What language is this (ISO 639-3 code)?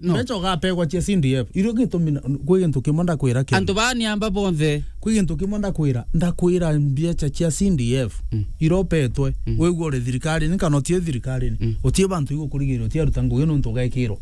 mer